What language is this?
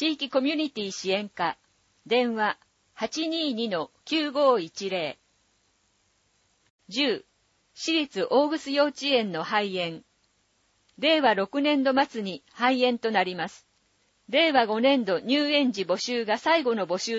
Japanese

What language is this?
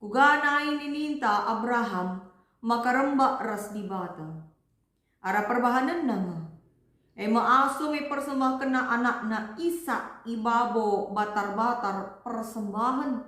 Batak Karo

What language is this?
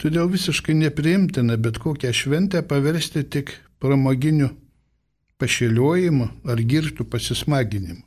Lithuanian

